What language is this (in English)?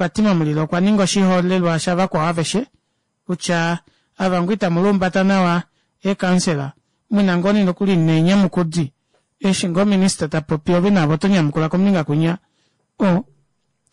Kuanyama